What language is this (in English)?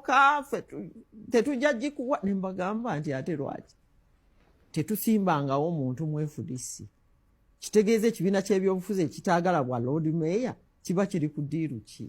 Ganda